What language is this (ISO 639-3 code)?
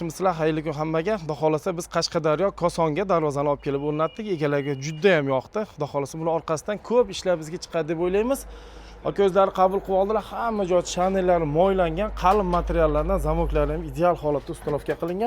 uzb